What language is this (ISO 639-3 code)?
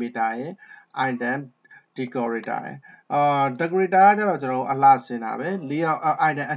mya